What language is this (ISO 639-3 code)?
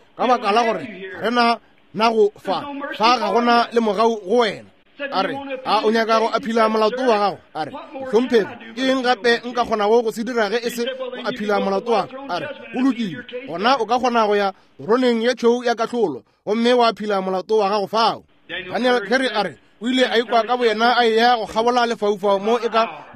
nso